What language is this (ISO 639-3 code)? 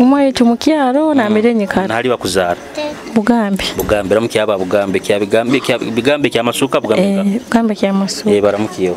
nyo